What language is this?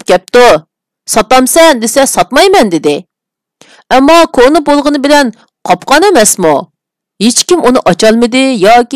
Uyghur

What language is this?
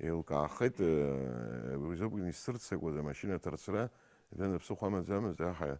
Abkhazian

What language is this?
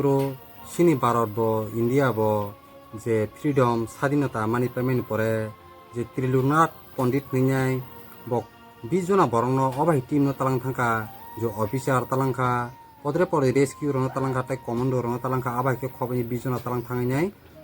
Kok Borok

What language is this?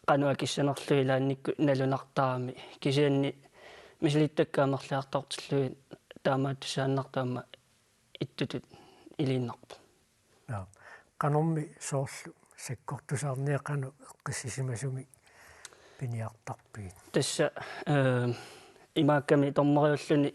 Kalaallisut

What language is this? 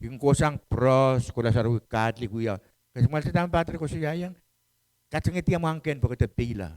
Pohnpeian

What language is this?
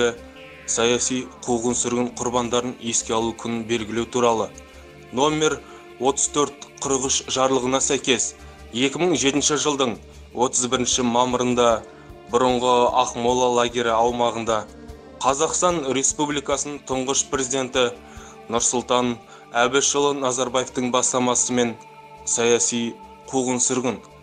Kazakh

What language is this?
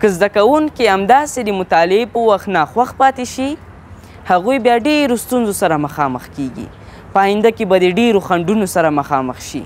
Pashto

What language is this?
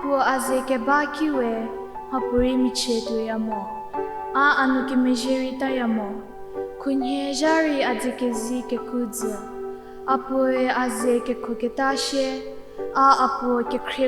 Angami Naga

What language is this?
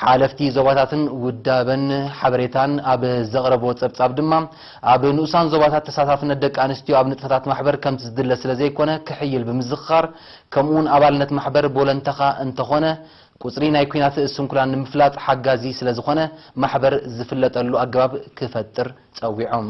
Tigrinya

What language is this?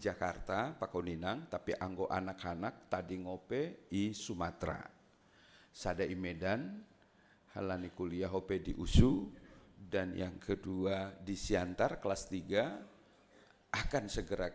Batak Simalungun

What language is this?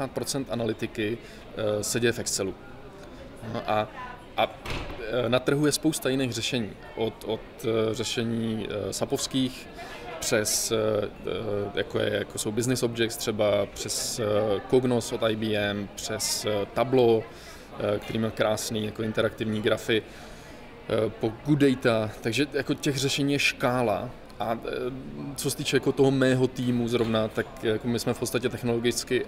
Czech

